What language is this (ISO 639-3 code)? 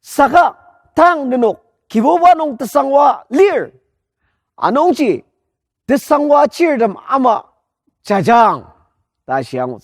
njo